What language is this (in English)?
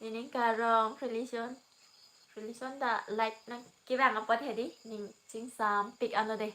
Karbi